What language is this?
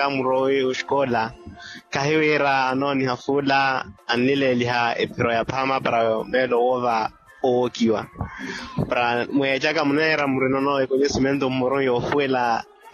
Makhuwa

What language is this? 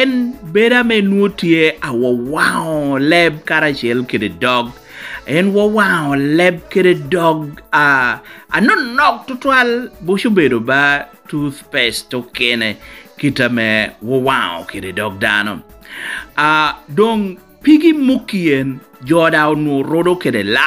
Lango (Uganda)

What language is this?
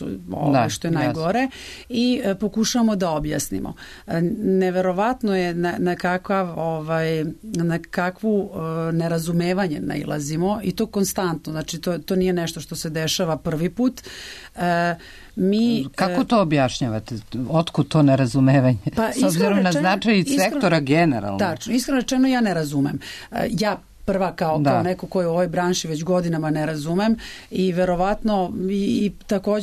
Serbian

